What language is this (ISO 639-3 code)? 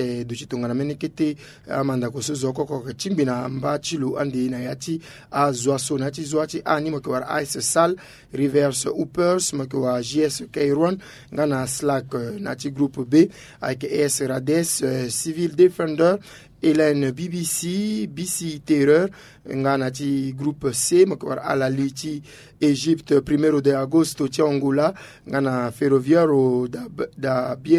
sag